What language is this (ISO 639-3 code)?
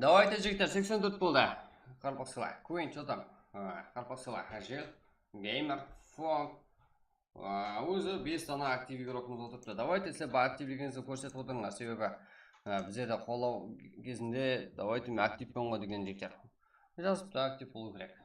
kaa